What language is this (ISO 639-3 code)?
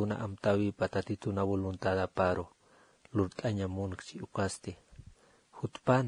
aym